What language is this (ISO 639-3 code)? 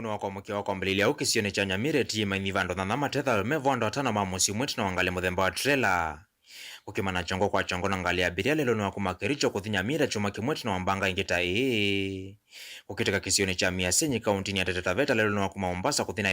kam